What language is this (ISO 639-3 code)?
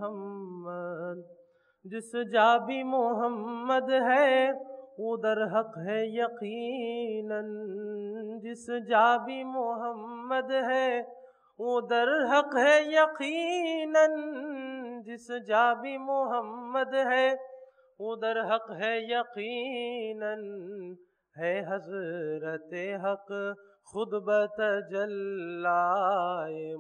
urd